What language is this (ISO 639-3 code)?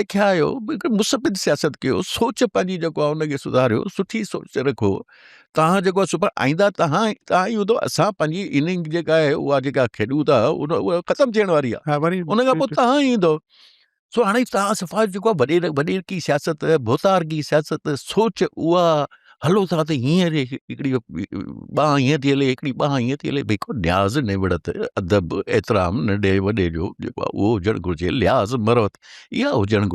snd